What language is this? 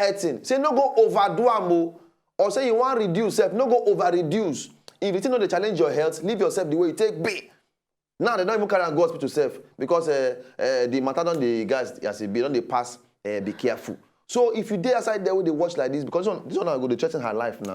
Nigerian Pidgin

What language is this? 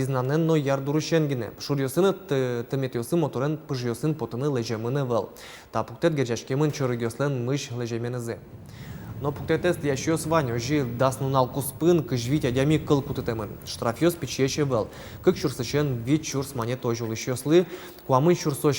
Udmurt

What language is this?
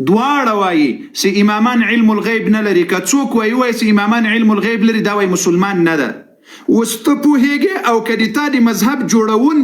Pashto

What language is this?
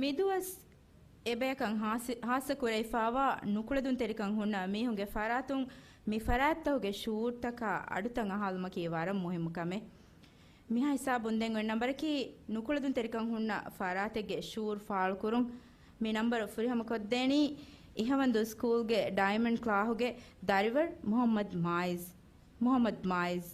Divehi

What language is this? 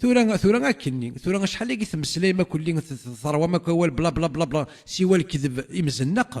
Kabyle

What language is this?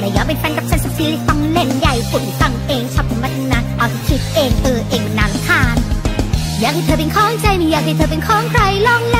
Thai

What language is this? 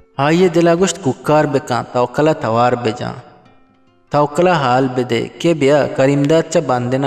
Eastern Balochi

